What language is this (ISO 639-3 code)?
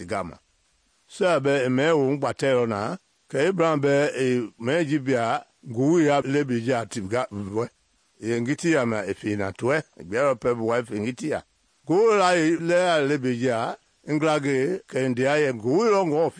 men